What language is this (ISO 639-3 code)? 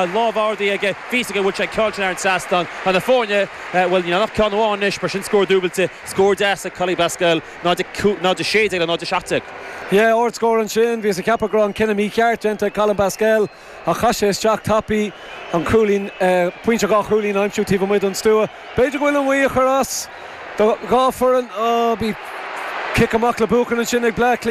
gle